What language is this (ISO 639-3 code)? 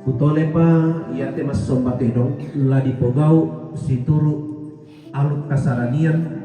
sda